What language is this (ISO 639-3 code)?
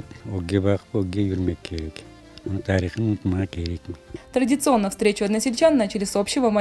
crh